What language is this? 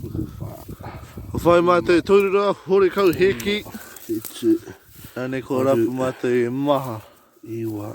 Māori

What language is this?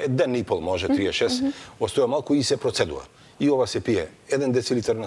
Macedonian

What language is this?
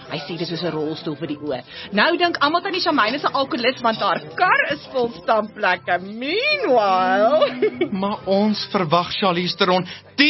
Afrikaans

